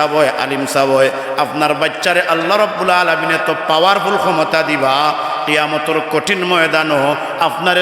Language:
Sylheti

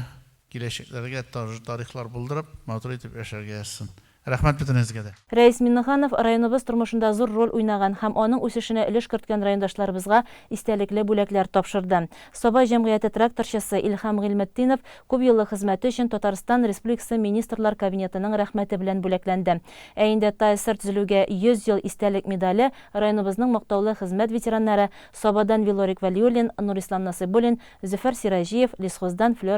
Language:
Tatar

